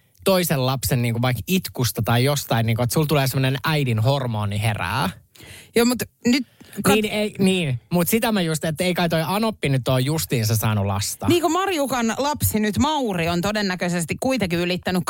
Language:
Finnish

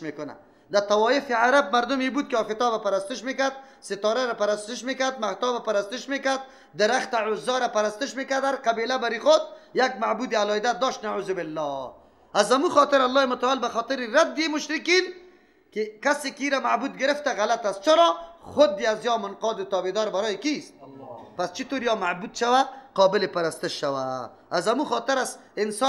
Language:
Persian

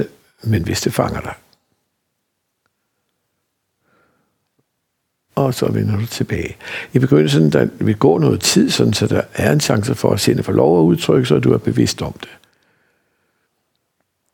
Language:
Danish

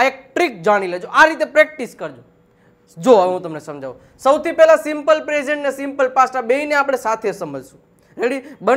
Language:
Gujarati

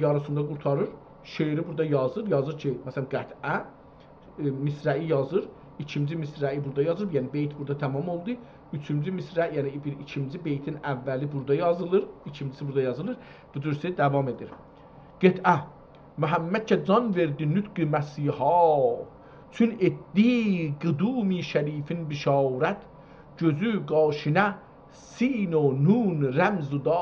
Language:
South Azerbaijani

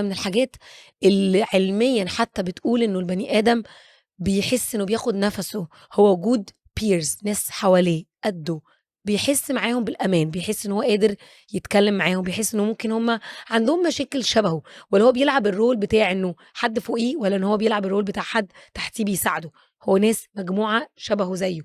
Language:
Egyptian Arabic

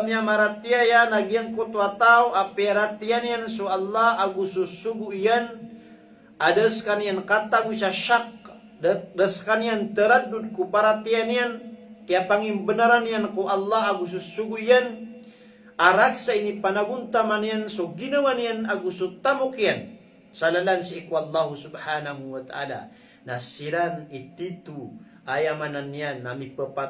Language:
Maranao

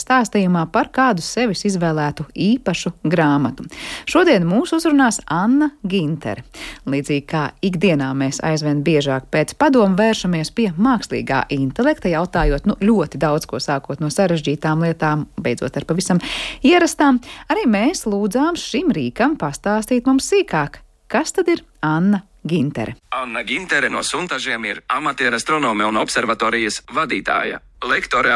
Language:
Latvian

